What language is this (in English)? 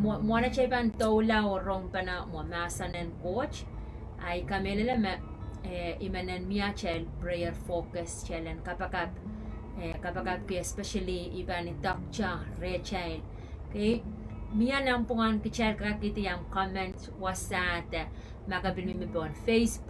Pohnpeian